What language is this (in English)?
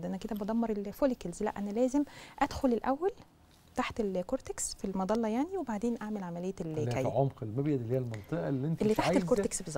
Egyptian Arabic